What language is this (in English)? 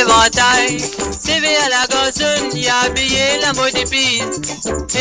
Morisyen